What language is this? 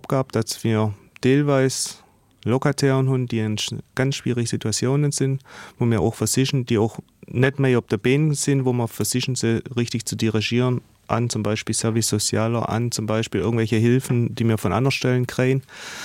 Luxembourgish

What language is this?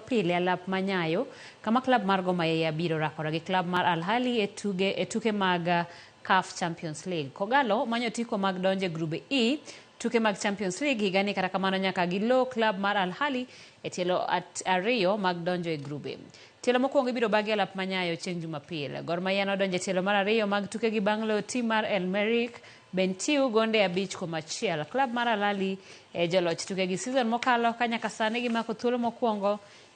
Luo (Kenya and Tanzania)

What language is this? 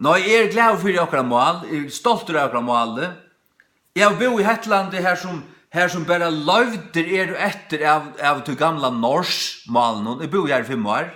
Faroese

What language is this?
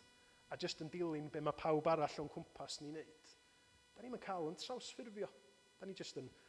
Welsh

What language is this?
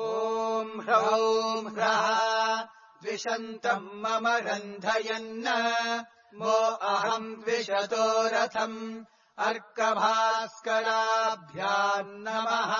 Sanskrit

